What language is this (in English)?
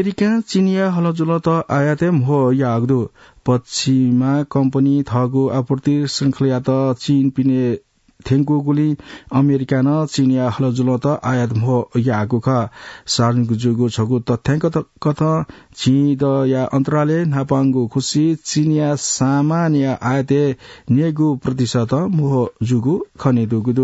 Newari